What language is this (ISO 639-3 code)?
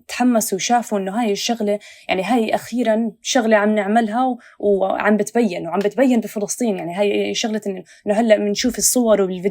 apc